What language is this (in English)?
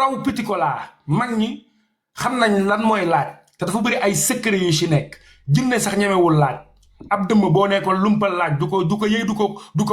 Wolof